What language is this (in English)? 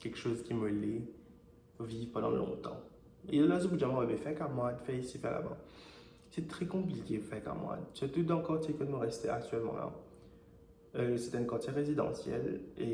Morisyen